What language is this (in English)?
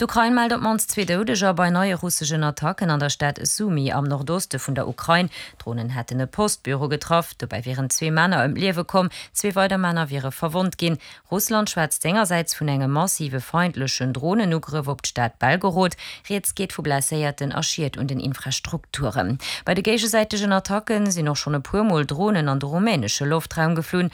Luxembourgish